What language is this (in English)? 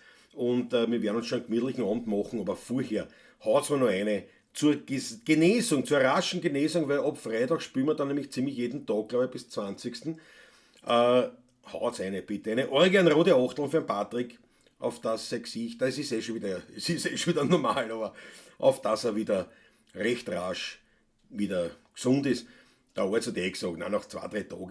Bavarian